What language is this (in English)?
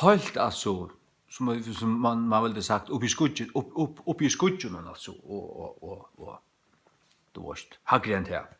Faroese